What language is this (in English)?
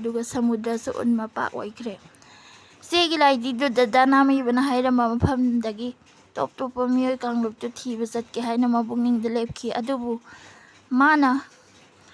Manipuri